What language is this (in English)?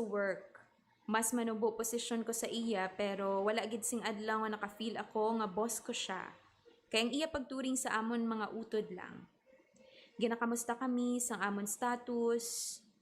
Hiligaynon